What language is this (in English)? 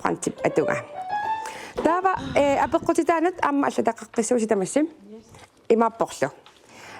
Kalaallisut